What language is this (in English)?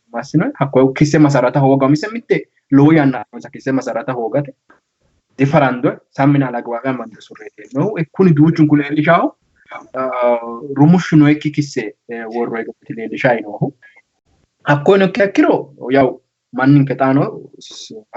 Sidamo